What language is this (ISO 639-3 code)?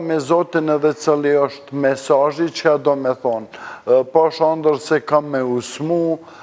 sqi